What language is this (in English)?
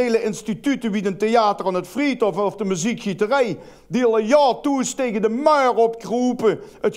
Limburgish